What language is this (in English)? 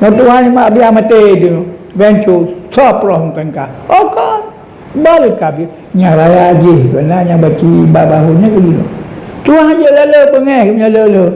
Achinese